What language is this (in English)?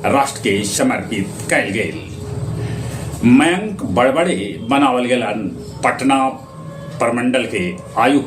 Magahi